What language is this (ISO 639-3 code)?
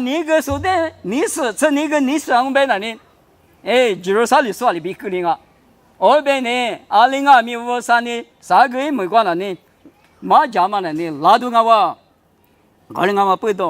lis